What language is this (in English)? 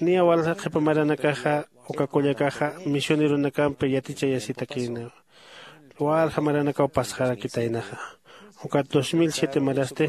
Aymara